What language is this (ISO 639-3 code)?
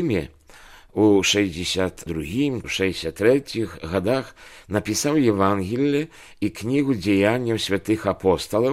bel